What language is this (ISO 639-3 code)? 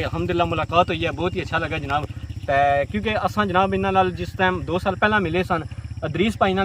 phr